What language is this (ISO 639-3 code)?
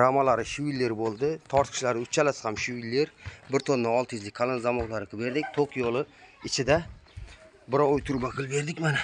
uzb